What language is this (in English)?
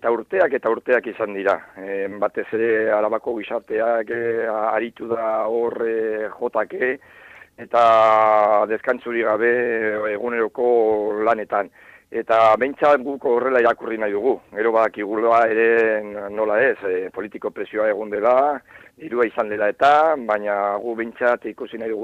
Basque